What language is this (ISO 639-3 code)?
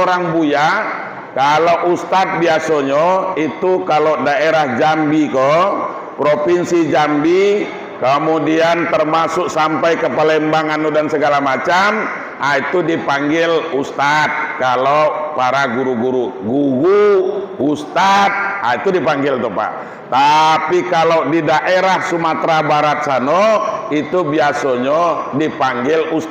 min